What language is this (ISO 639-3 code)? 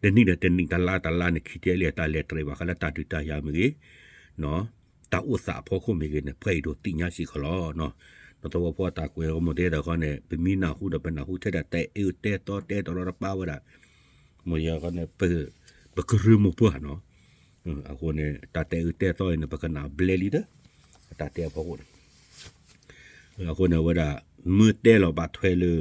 ksw